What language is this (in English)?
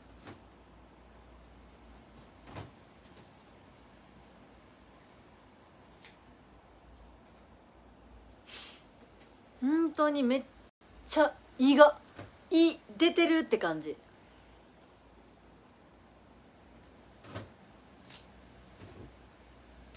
Japanese